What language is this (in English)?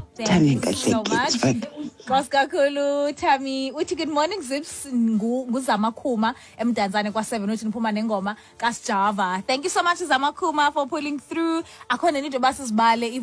Xhosa